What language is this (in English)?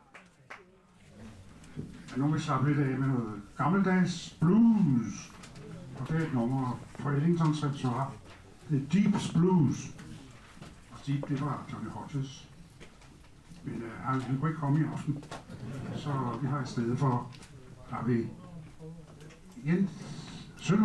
Danish